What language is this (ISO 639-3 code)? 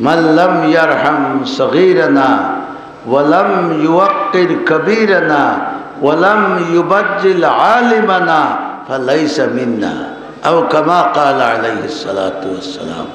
syl